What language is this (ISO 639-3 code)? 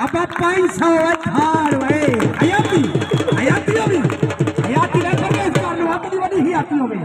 skr